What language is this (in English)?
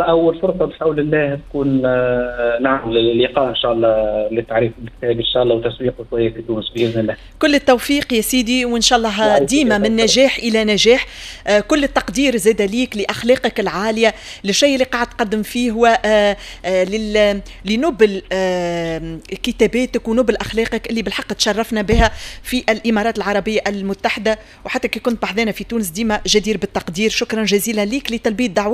Tunisian Arabic